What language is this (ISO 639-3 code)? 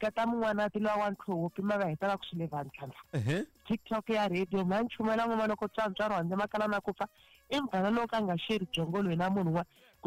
tso